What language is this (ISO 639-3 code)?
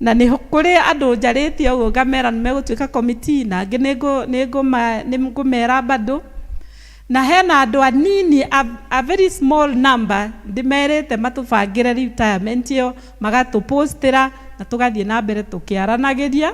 kik